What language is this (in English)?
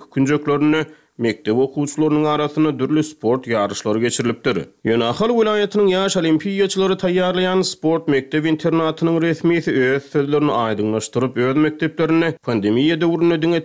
Turkmen